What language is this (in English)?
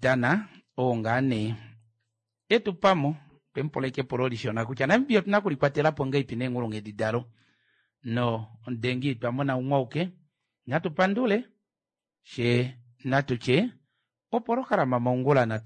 Kuanyama